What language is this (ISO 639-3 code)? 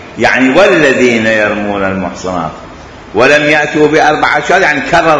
acm